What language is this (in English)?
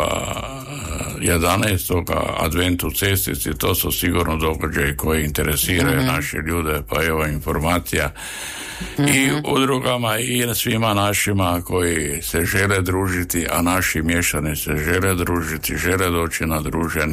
Croatian